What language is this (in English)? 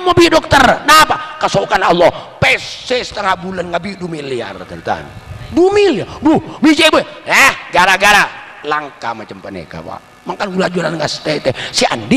Madurese